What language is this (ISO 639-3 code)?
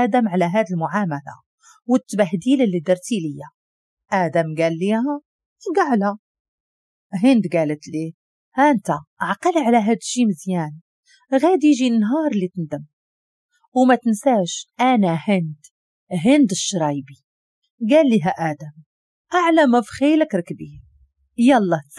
ary